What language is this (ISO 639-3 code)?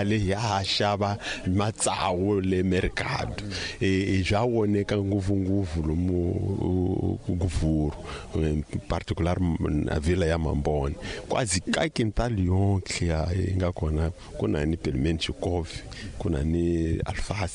tso